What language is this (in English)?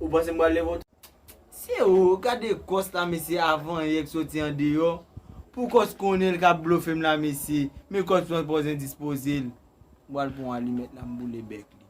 Haitian Creole